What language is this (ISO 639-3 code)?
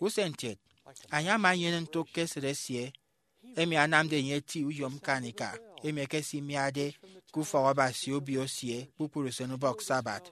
efi